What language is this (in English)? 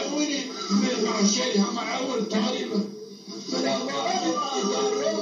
Zaza